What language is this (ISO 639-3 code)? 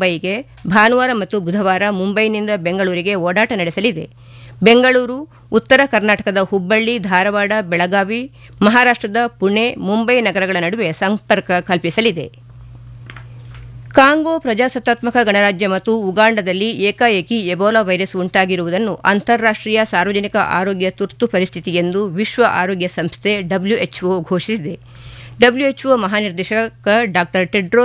kan